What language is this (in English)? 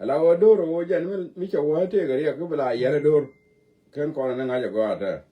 Nuer